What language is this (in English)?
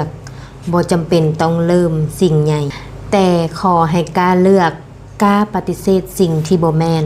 Lao